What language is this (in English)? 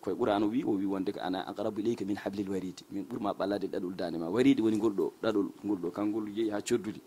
Fula